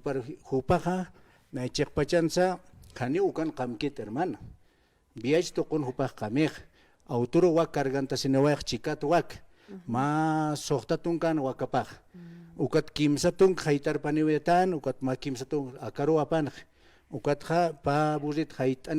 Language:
Aymara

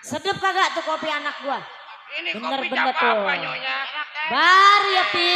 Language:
Betawi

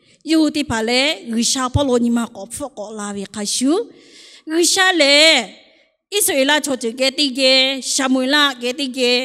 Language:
Lahu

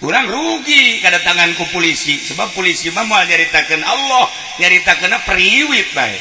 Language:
Sundanese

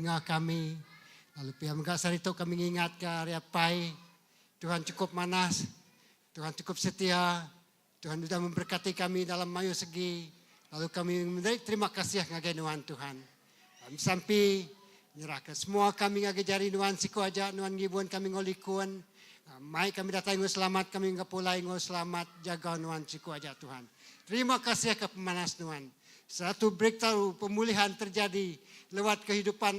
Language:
Iban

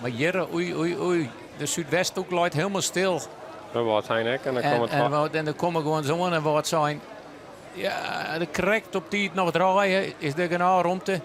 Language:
Western Frisian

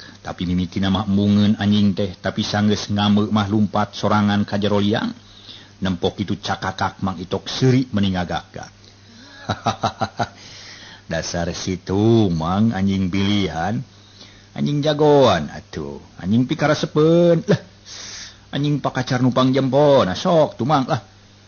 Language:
Sundanese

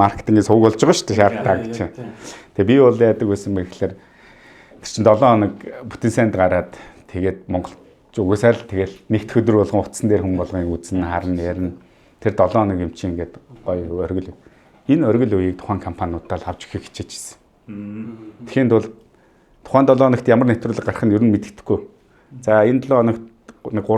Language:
Mongolian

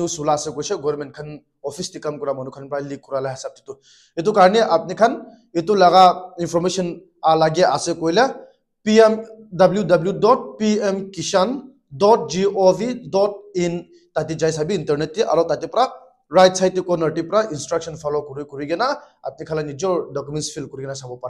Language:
Naga Pidgin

